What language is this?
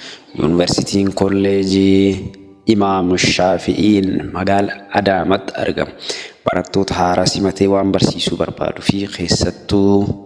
Oromo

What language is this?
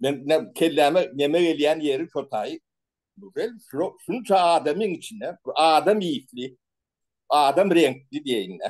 Turkmen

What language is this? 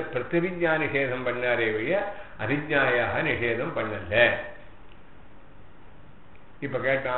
Tamil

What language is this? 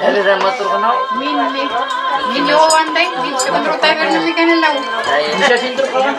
Bashkir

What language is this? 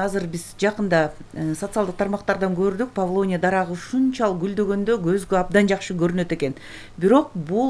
Kyrgyz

